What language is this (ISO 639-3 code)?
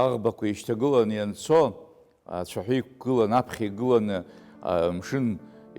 abk